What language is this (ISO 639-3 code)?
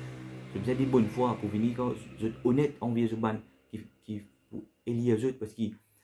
mfe